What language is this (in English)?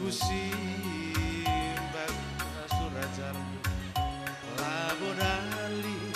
Batak Karo